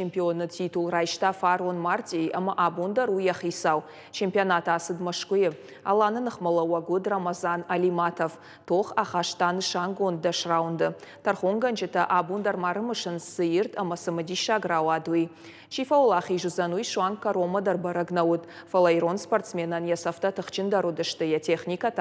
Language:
Ossetic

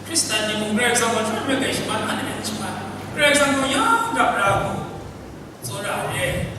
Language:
Kachin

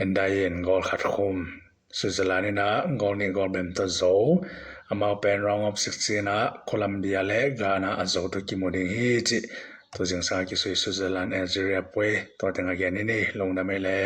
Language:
Tedim Chin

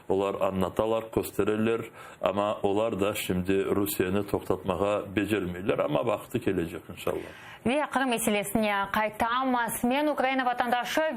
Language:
Crimean Tatar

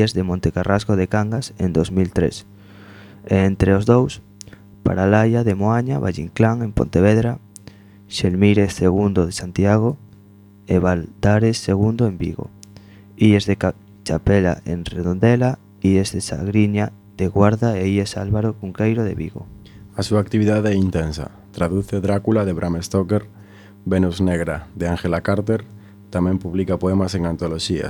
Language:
Galician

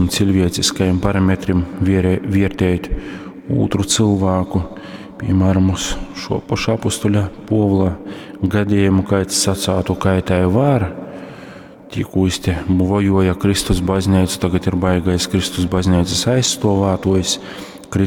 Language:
Latgalian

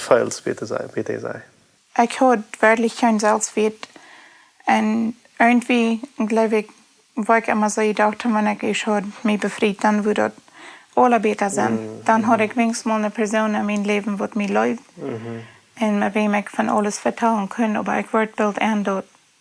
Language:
Plautdietsch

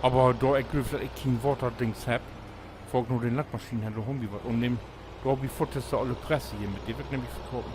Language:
Low German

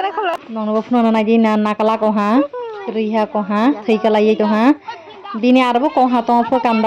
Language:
Kok Borok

